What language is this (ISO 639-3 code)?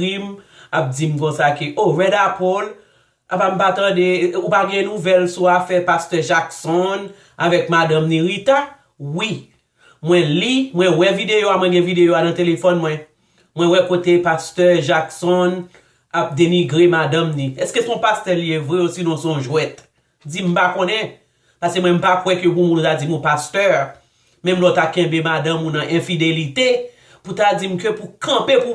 hat